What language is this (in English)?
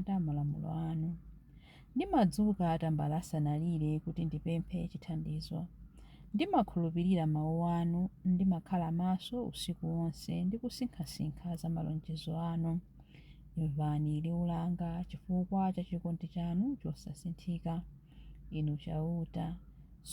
Nyanja